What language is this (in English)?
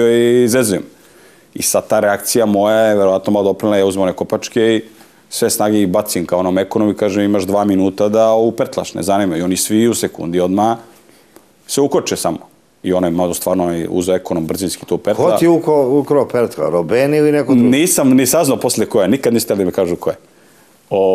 Serbian